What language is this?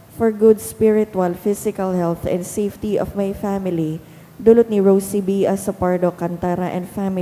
Bikol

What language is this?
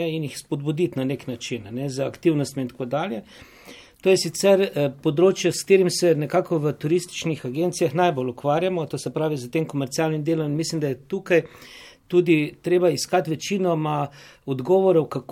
Slovenian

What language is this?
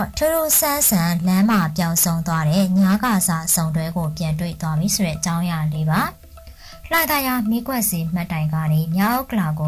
Burmese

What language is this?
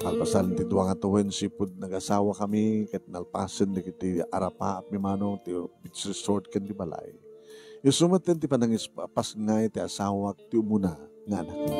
Iloko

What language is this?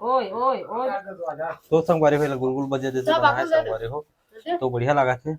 Chhattisgarhi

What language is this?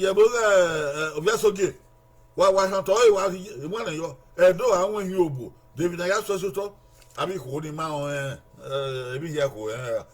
Bini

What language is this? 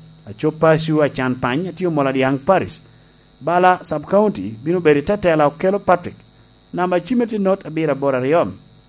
Lango (Uganda)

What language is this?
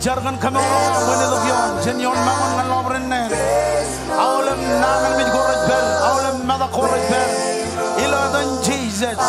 Marshallese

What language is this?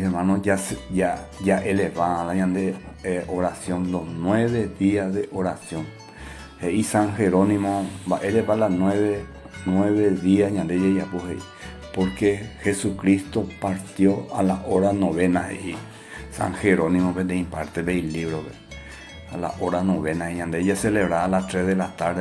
Guarani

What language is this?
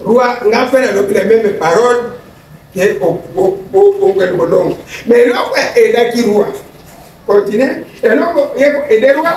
Lingala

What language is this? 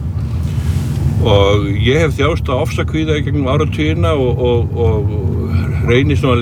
Icelandic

